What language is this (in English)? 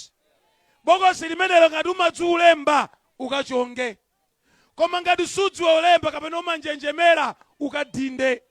Nyanja